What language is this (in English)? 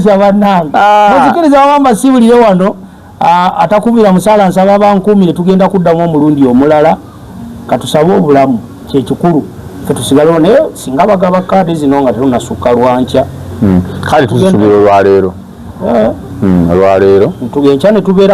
Ganda